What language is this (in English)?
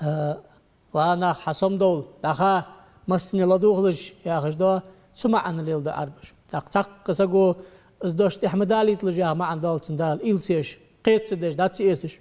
Ingush